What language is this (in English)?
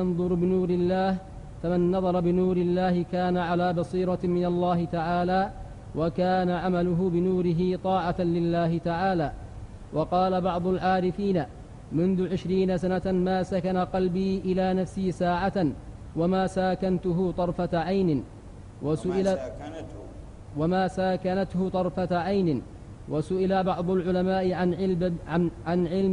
Arabic